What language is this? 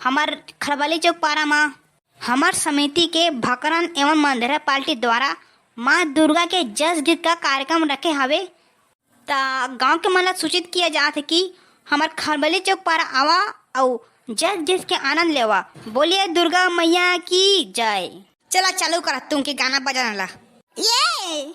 Chhattisgarhi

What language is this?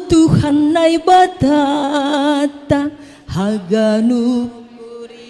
Batak Simalungun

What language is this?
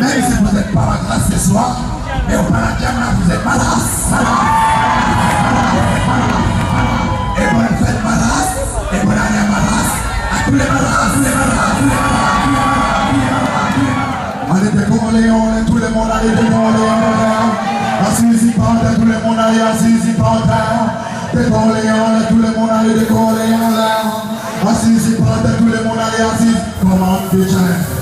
Morisyen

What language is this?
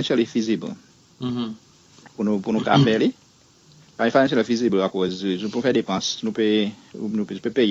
Seselwa Creole French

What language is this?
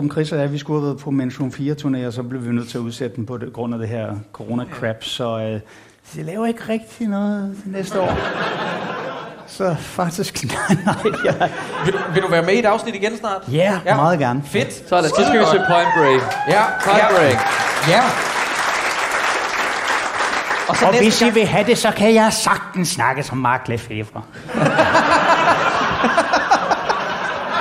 Danish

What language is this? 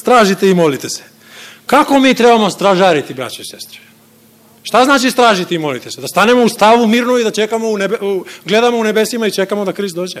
Serbian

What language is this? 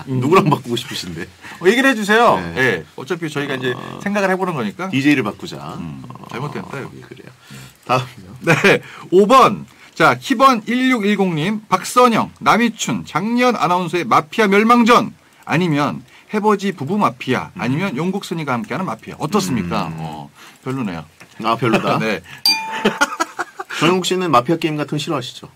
Korean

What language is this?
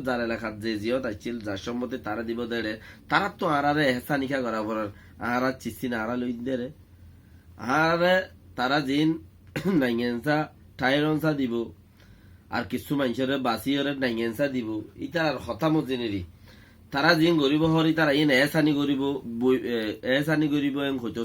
Rohingya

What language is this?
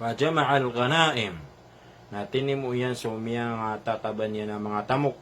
Maranao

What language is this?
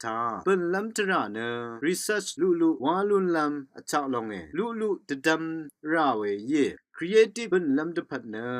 Rawang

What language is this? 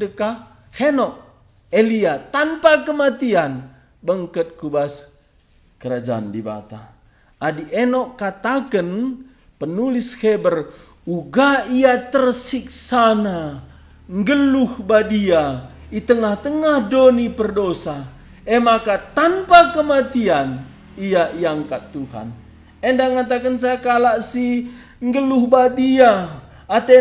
Batak Karo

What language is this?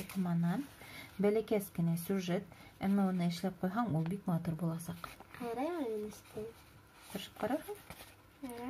Bashkir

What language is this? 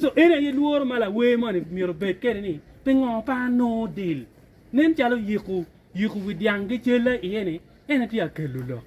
Acoli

